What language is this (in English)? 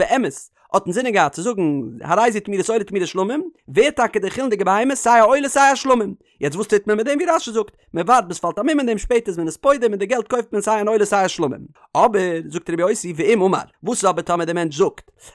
Yiddish